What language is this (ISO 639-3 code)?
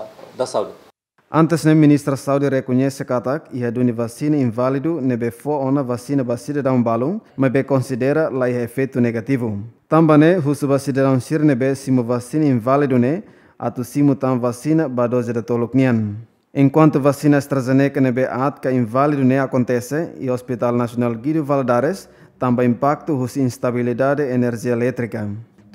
tet